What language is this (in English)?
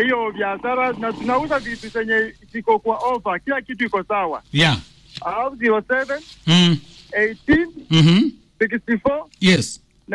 Swahili